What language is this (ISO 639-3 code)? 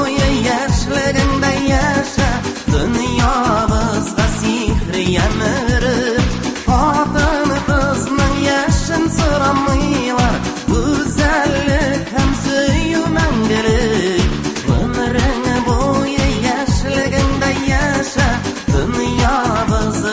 tat